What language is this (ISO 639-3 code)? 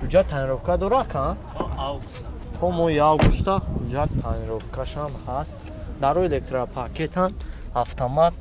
tgk